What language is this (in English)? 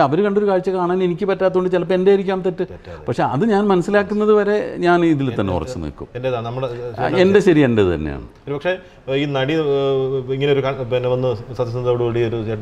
Malayalam